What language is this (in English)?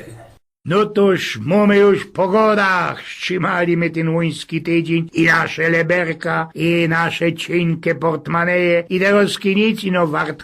Silesian